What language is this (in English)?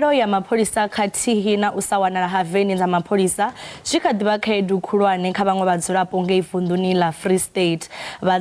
Venda